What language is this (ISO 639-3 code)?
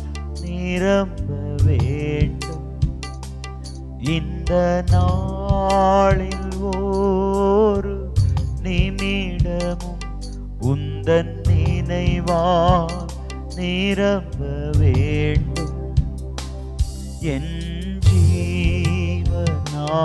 tam